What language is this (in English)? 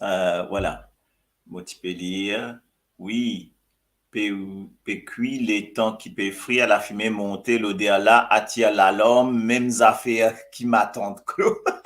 Morisyen